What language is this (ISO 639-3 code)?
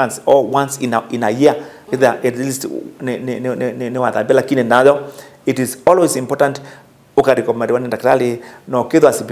kam